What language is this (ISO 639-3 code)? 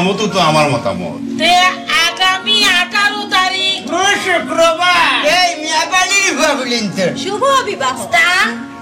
syl